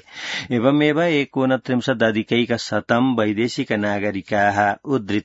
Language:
Sanskrit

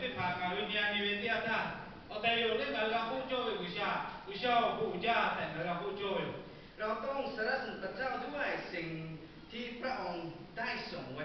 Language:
Lahu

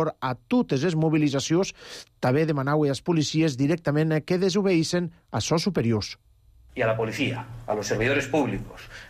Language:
Catalan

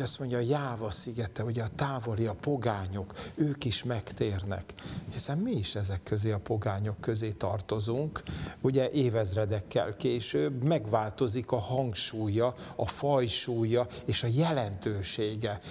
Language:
Hungarian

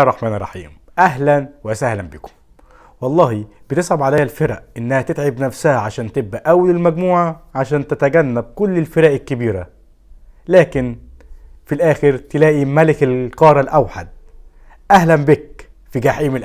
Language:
Egyptian Arabic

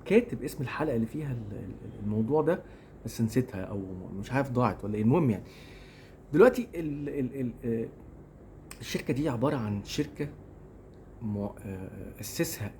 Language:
Egyptian Arabic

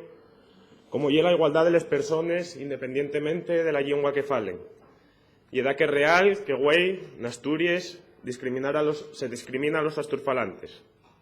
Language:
Asturian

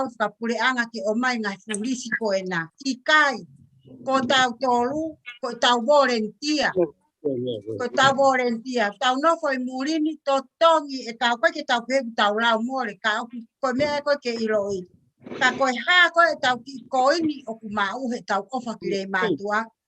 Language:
Tongan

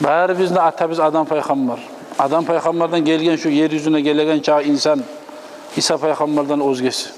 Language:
Kumyk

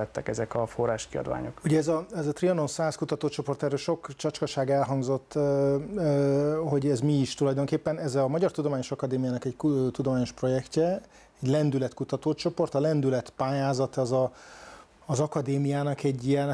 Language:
Hungarian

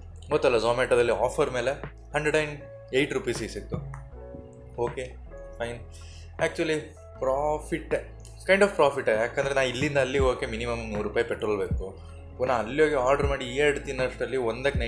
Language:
Kannada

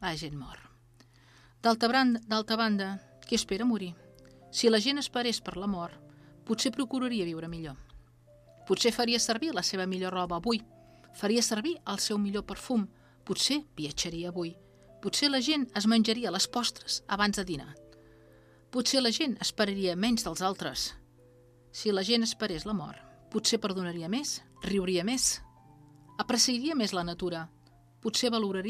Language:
Catalan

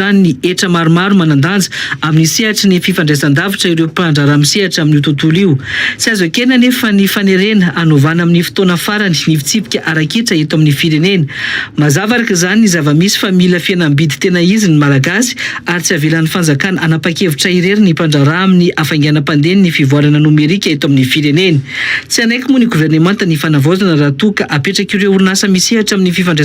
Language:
Malagasy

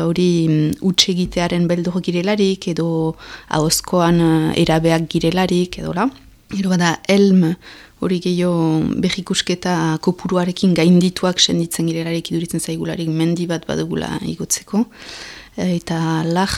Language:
Basque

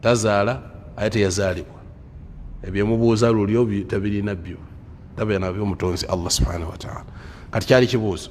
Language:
Ganda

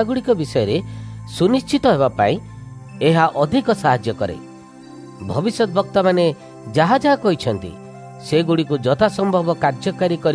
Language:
Odia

